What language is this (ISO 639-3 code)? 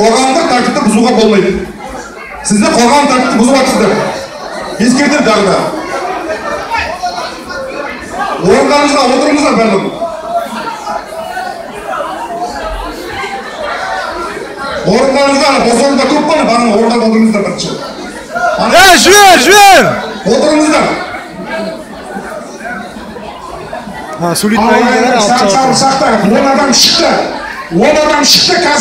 kaz